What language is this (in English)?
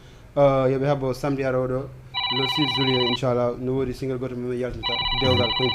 Fula